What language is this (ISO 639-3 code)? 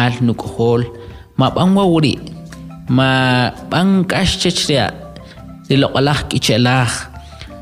quc